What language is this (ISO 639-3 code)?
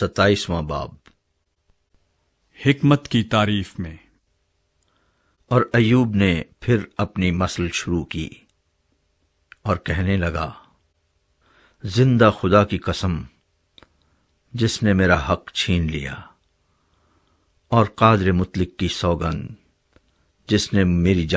urd